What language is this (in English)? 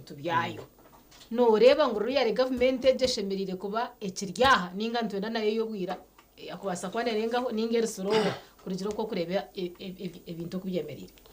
Nyankole